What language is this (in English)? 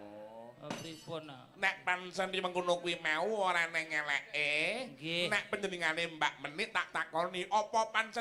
Javanese